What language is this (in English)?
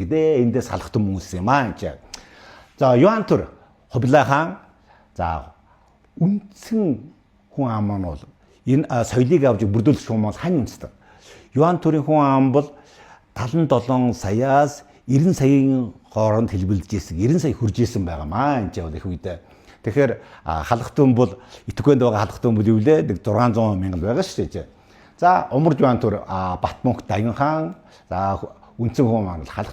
Mongolian